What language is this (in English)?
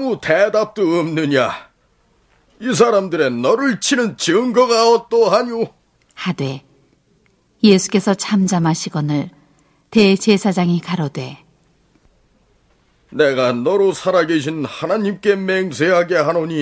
Korean